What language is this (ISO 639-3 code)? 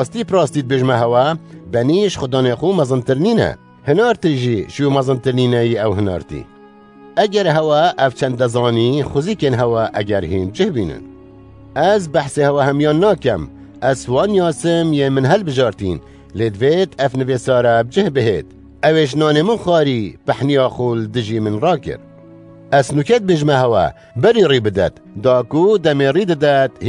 kur